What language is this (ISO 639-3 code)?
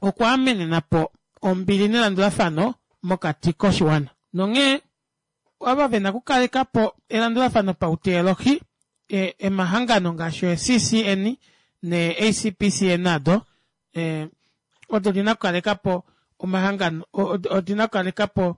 kua